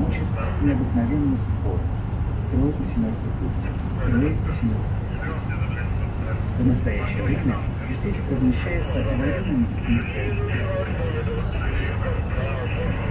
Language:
Russian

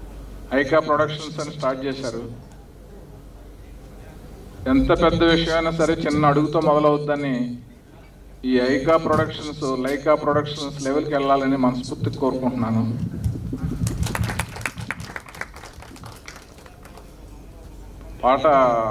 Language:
Telugu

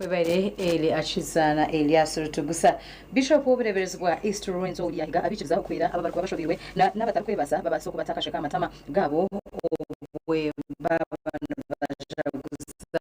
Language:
Nyankole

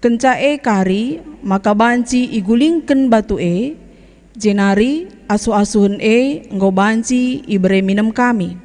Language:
Batak Karo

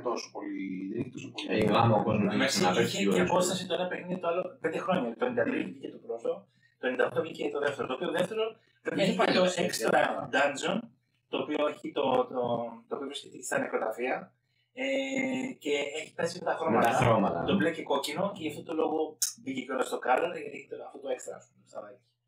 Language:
Greek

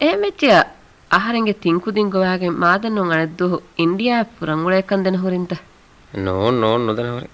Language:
Divehi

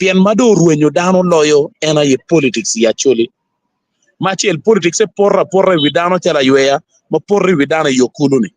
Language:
Acoli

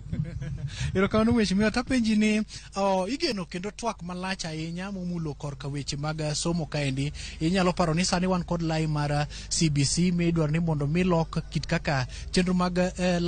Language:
Luo (Kenya and Tanzania)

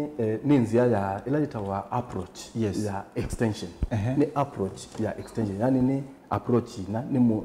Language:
Kamba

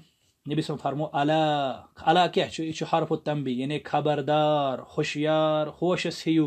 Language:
Kashmiri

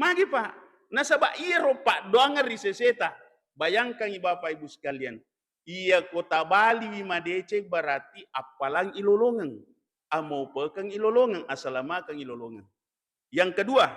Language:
Buginese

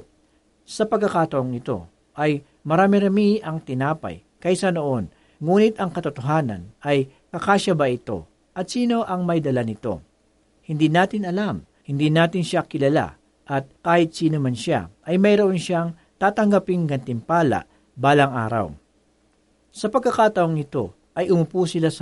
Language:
Filipino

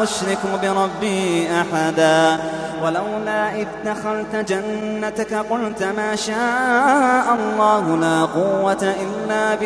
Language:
Arabic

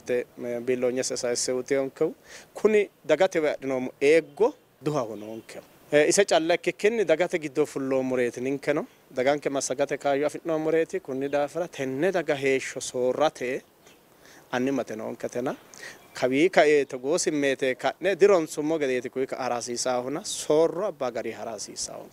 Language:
Sidamo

